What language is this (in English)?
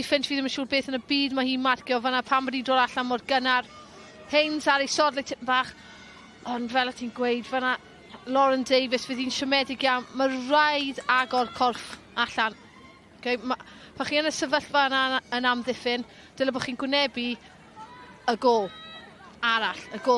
Welsh